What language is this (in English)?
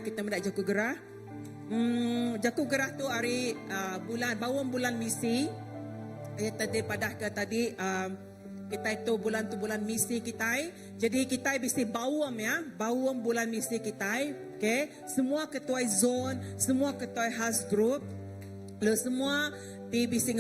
Iban